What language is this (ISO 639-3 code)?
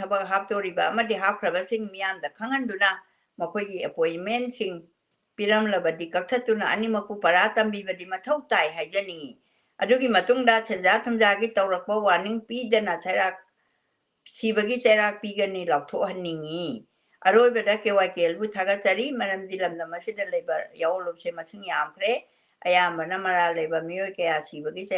mni